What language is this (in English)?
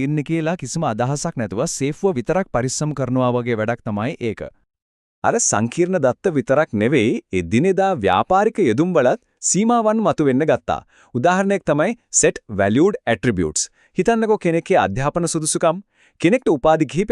Sinhala